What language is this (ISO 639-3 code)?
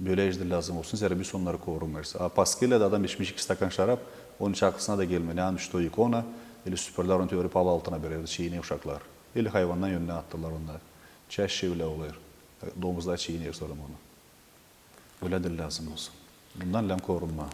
gag